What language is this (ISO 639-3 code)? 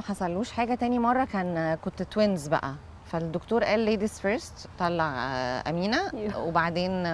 arz